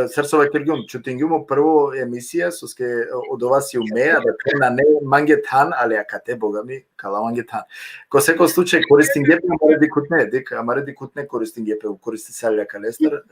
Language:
Balkan Romani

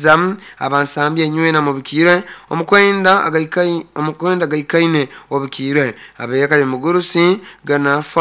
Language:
Nyoro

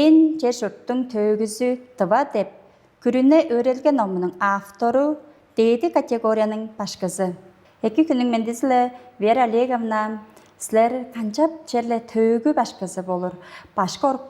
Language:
Tuvinian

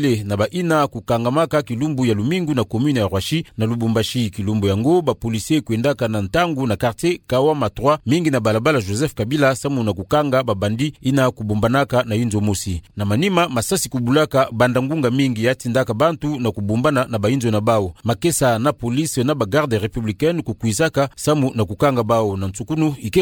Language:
Kituba (Democratic Republic of Congo)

